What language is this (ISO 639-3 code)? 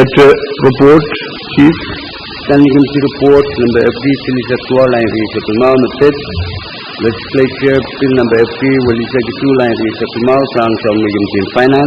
pon